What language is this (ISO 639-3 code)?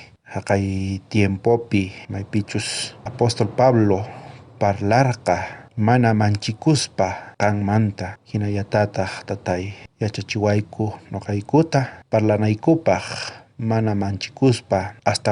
quh